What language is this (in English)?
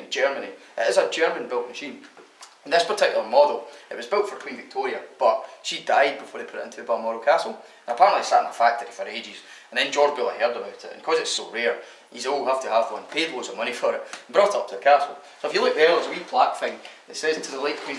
English